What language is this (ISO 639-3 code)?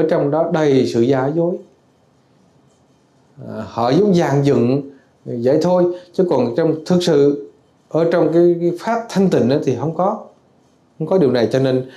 vie